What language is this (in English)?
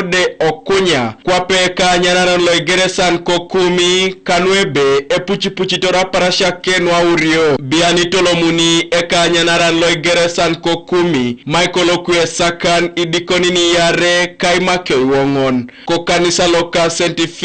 Teso